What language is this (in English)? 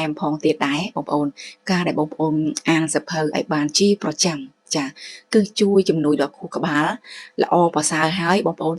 Khmer